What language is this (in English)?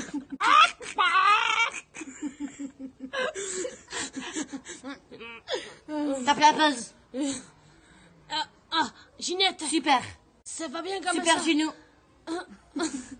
French